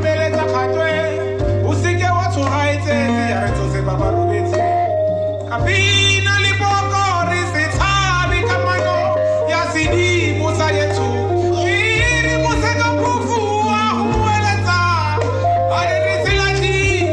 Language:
Tswana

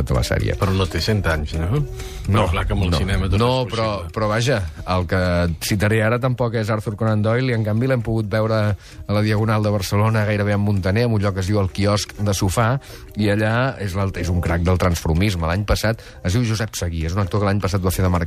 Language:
Catalan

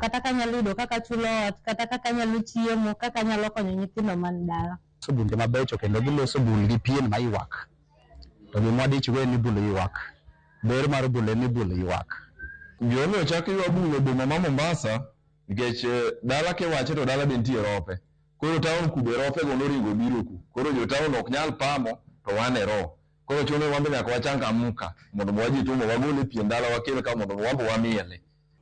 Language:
Luo (Kenya and Tanzania)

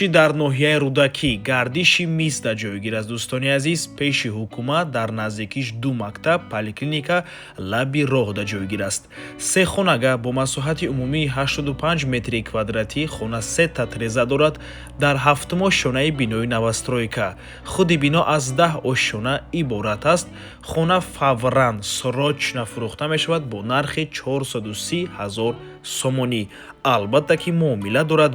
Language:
Tajik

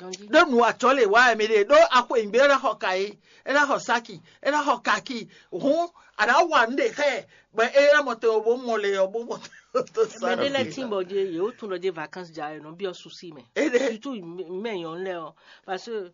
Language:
Fon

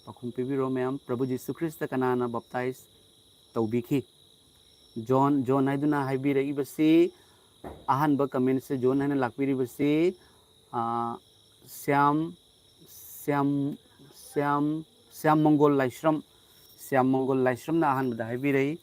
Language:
Manipuri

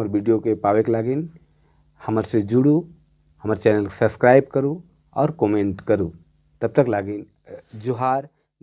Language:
Sadri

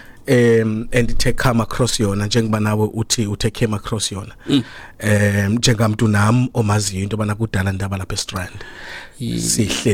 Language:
Xhosa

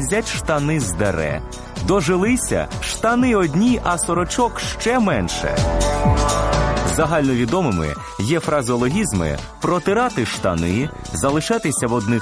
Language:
Ukrainian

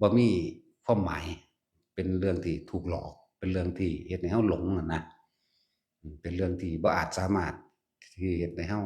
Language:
Northeastern Thai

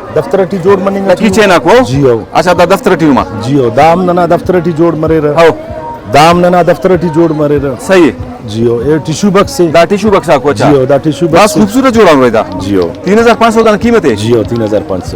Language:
Brahui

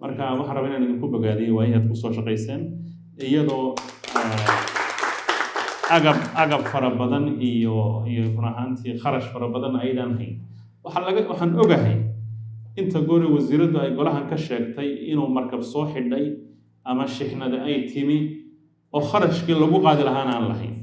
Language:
Somali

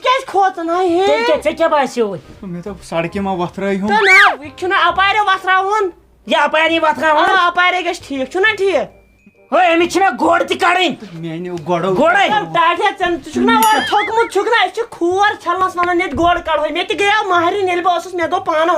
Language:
Kashmiri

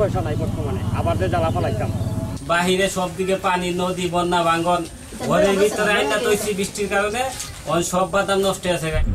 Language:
Bangla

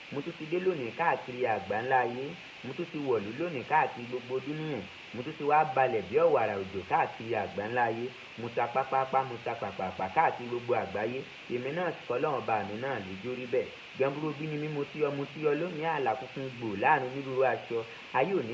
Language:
Yoruba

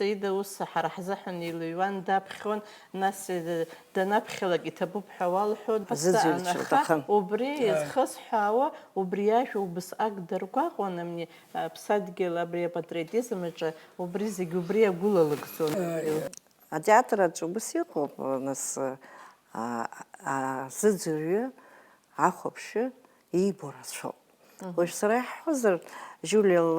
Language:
Abkhazian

